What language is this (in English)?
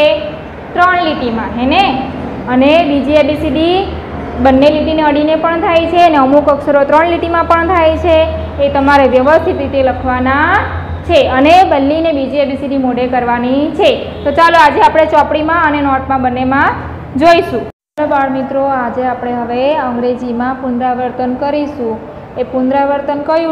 Gujarati